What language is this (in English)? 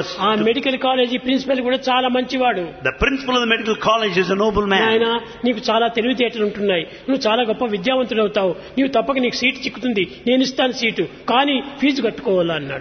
Telugu